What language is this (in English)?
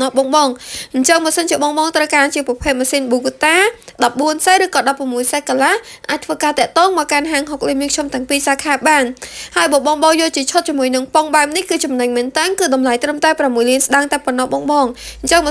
Khmer